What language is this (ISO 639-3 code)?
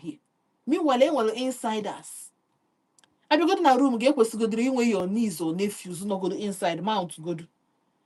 ibo